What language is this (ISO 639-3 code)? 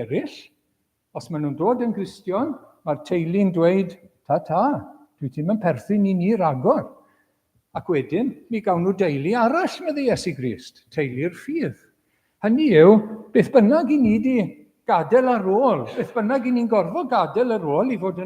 cym